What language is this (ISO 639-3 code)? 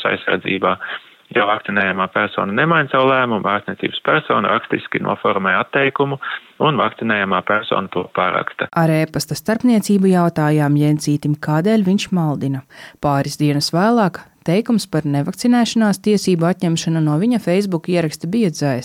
lav